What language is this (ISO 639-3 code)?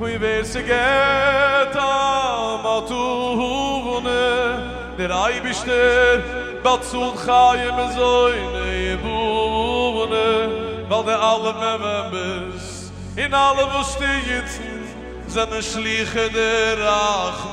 yid